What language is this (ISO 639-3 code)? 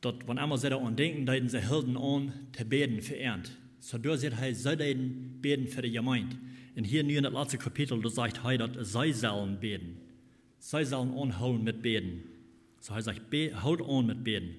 pdt